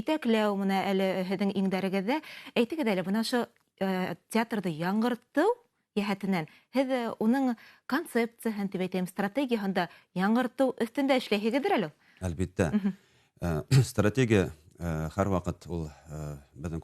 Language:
Bashkir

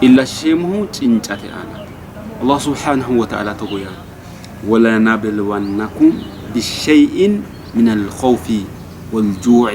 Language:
Sidamo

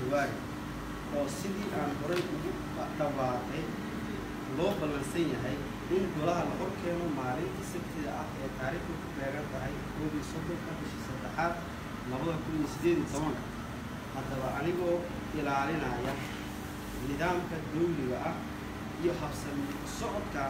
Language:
Somali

